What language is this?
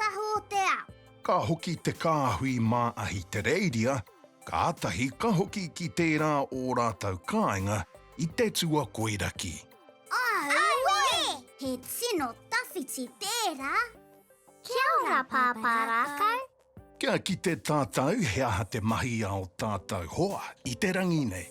Māori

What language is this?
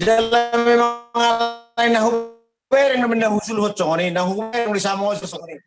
Batak Toba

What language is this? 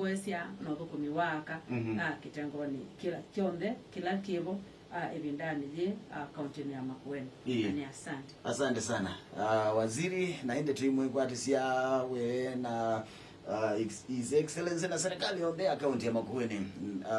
Kamba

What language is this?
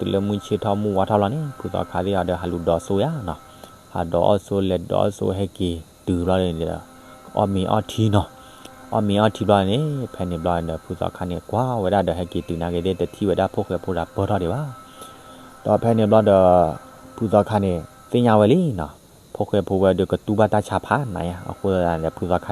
S'gaw Karen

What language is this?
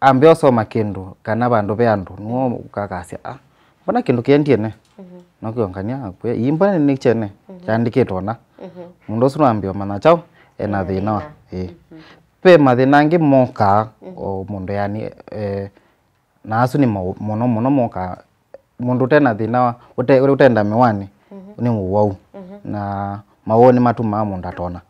Kamba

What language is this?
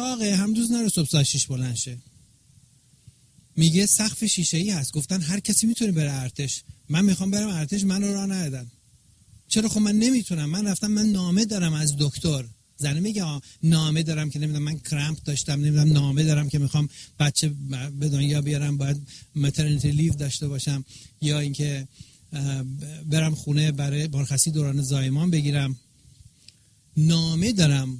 Persian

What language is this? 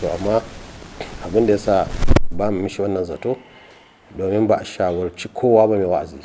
Hausa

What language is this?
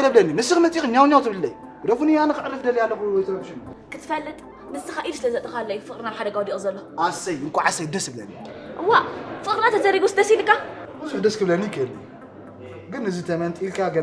Tigrinya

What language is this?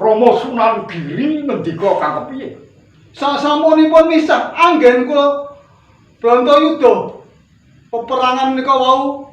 Javanese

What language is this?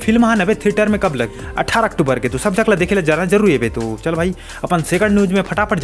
Chhattisgarhi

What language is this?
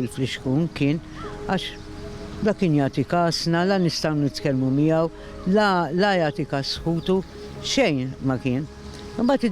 Maltese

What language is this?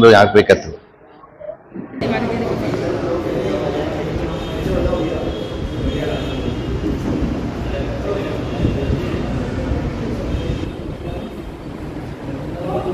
Hindi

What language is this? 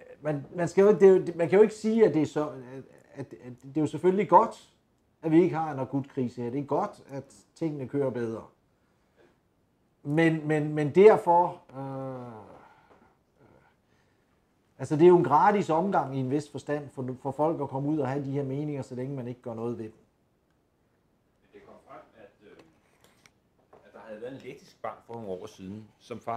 Danish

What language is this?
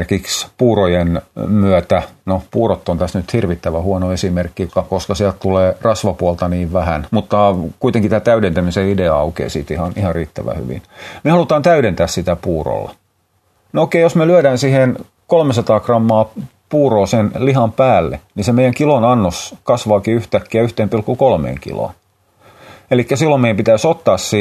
Finnish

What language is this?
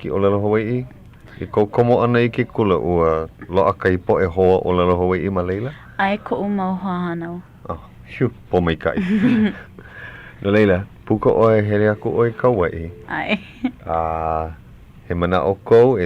Hawaiian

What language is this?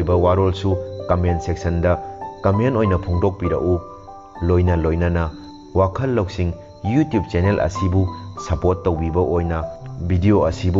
Manipuri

